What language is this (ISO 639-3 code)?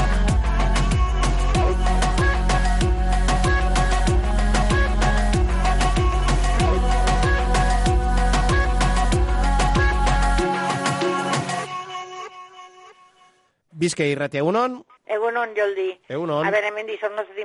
eus